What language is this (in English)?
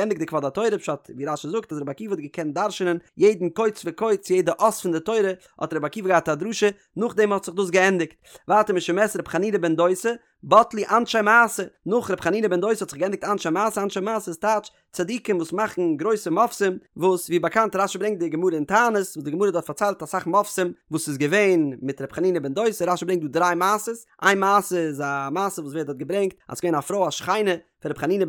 Yiddish